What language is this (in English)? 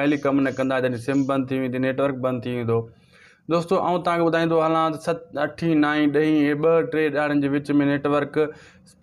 Sindhi